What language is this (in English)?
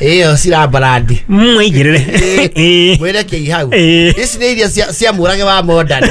Kikuyu